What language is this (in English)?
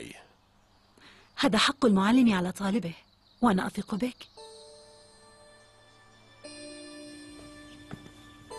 Arabic